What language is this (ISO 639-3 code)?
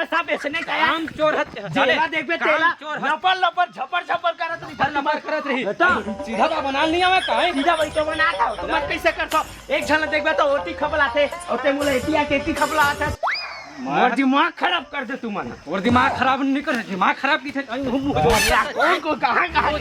hne